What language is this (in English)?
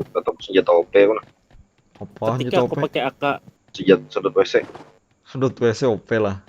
Banjar